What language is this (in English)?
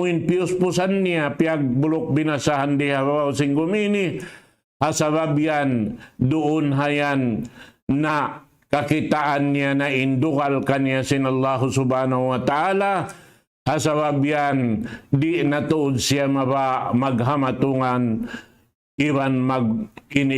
Tausug